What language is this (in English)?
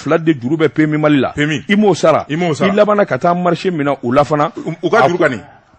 Bambara